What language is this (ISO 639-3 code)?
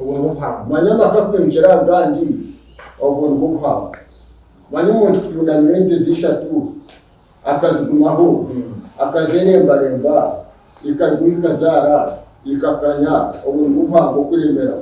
nyn